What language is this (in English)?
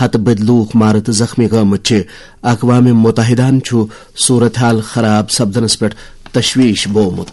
Kashmiri